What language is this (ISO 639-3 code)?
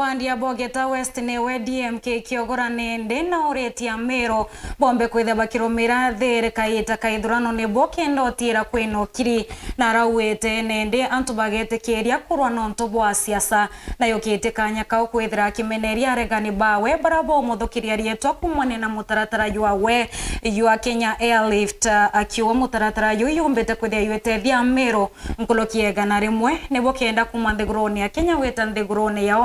mer